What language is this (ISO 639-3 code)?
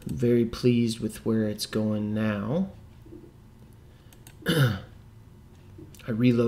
eng